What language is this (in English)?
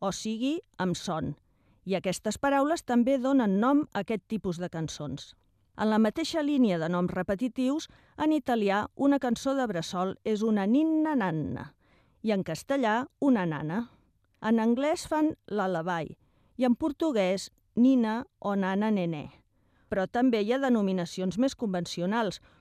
Catalan